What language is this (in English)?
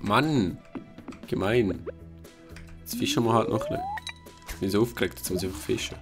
Swiss German